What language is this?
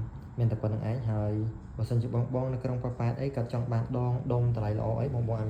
Khmer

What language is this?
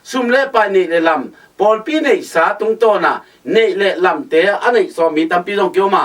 Tedim Chin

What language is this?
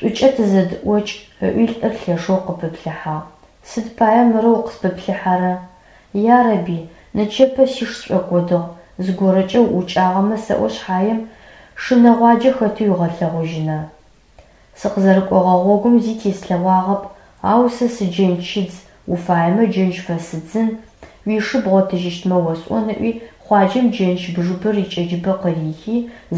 Adyghe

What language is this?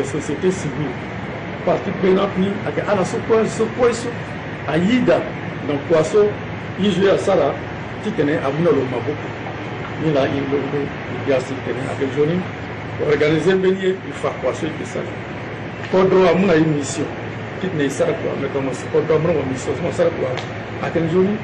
Sango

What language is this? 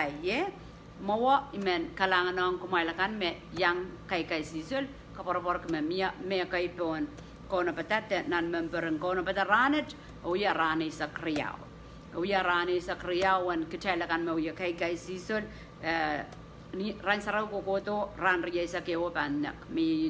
Pohnpeian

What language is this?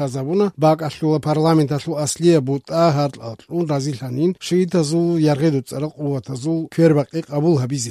Avaric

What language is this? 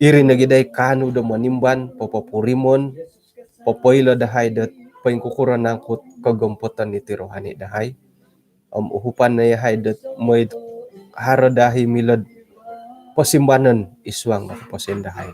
Central Dusun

